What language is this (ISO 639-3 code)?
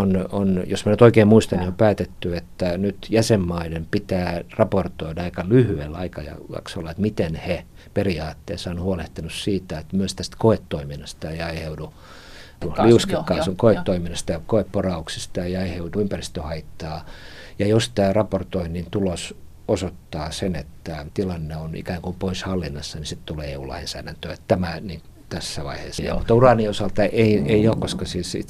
fin